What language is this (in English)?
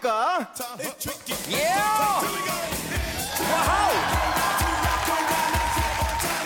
Korean